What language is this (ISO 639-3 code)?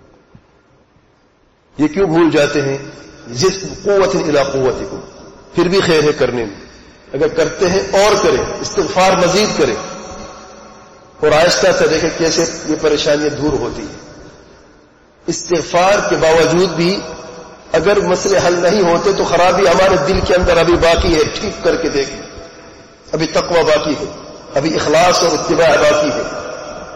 urd